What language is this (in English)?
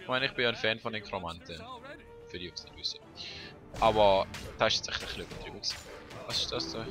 Swiss German